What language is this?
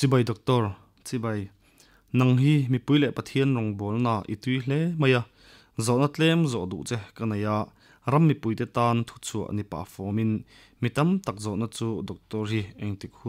Mizo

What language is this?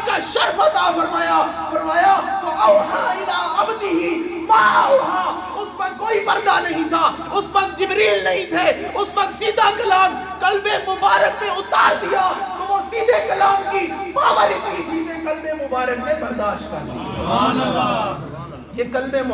Urdu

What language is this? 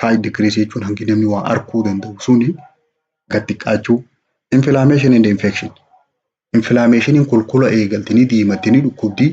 Oromo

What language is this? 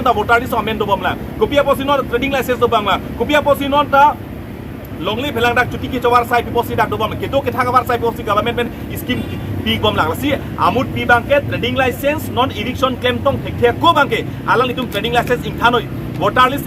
Karbi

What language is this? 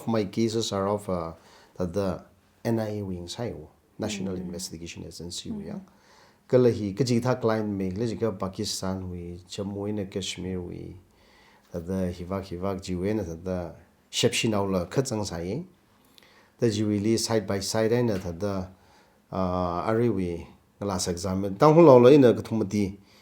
Tangkhul Naga (India)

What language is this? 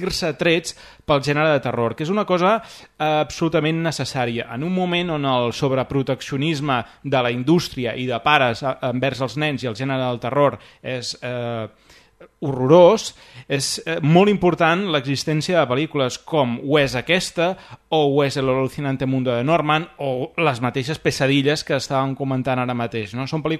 Catalan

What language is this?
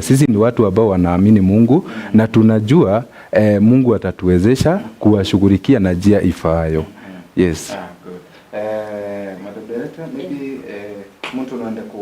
Meru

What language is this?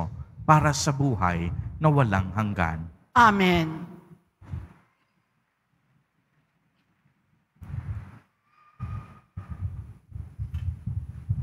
Filipino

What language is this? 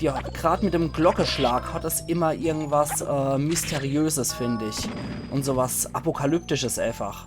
Palatine German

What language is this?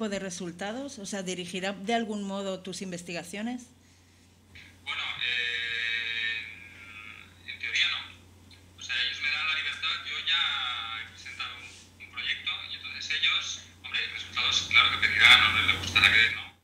Spanish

